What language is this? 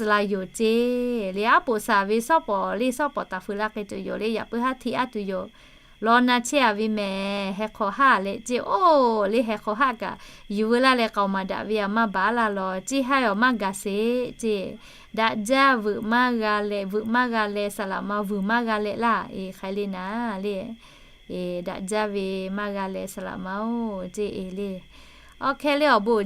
Lahu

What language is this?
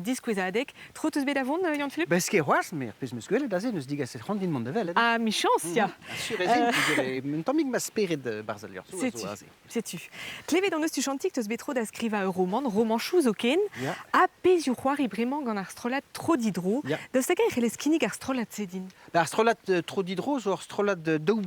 Breton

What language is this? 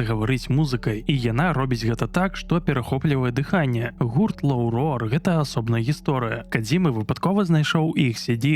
Belarusian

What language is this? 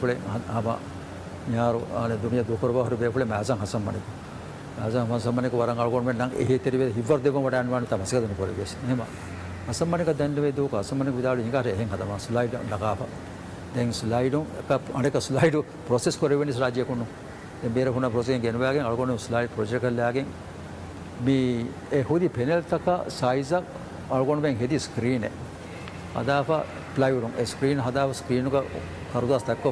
Divehi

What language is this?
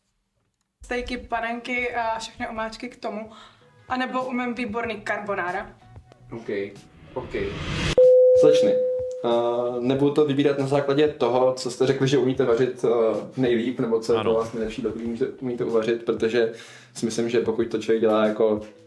Czech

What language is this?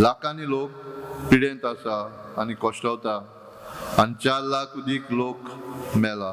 Konkani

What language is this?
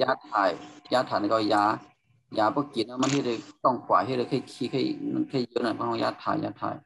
Shan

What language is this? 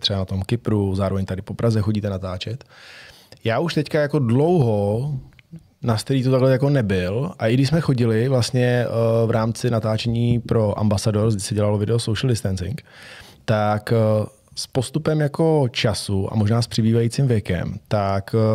Czech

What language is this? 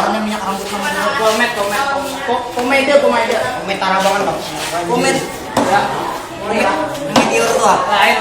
Banjar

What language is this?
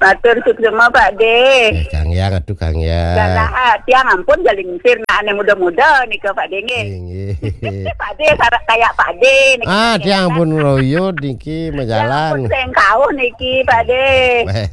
Balinese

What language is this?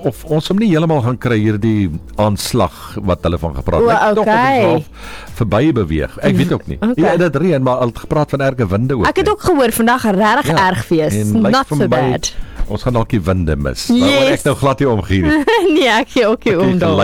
Afrikaans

